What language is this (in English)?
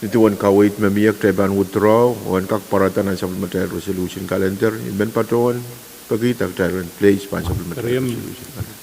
Pohnpeian